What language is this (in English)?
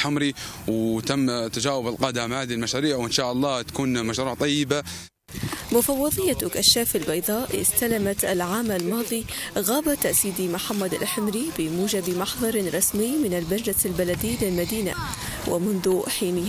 Arabic